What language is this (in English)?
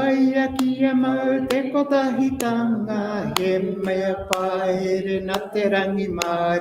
Māori